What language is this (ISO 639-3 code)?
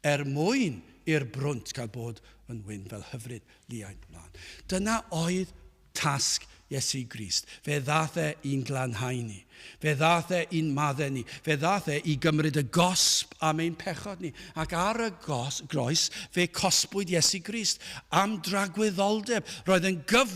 cym